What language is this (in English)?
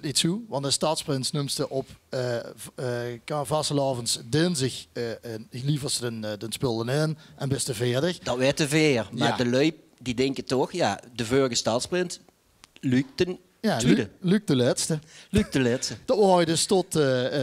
Limburgish